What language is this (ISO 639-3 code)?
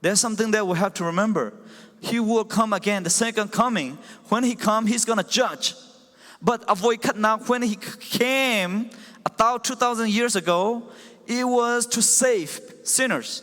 cfm